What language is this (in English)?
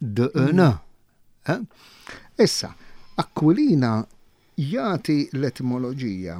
Maltese